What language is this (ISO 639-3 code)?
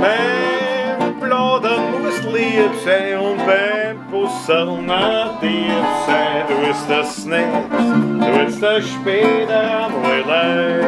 bar